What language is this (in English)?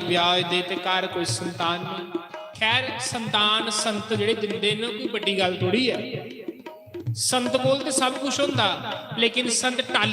Dogri